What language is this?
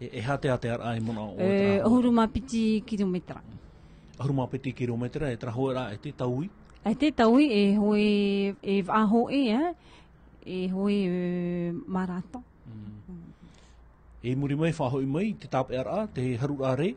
Tahitian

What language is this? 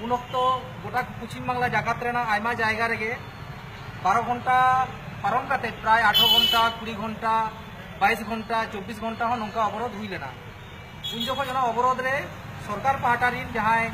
Santali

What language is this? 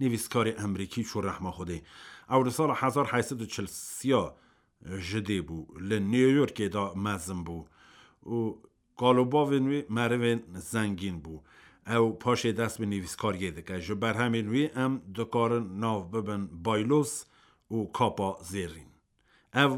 Kurdish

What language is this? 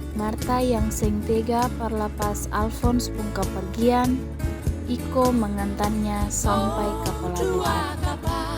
Ambonese Malay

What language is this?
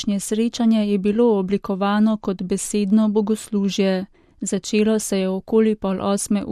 Slovenian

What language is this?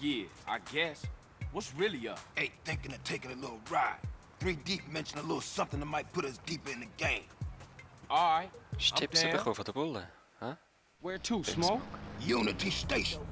Swiss German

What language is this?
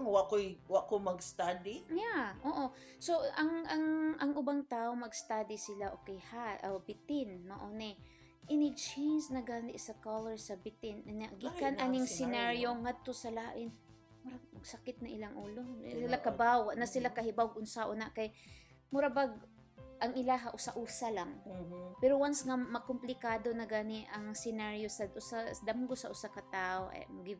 Cebuano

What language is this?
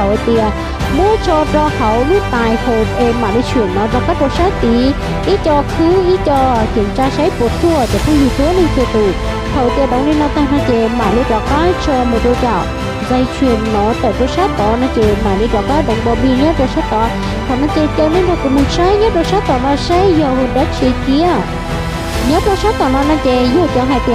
Hmong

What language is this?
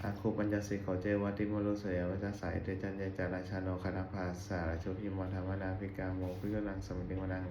Pali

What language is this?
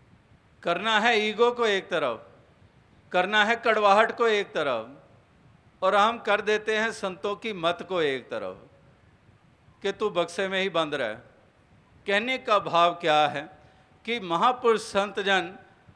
Hindi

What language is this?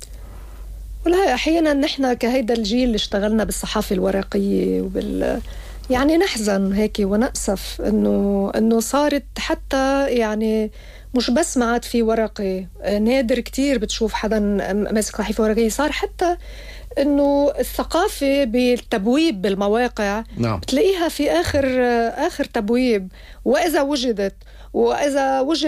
Arabic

